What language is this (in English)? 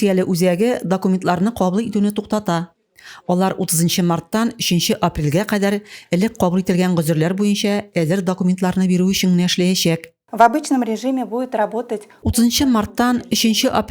Tatar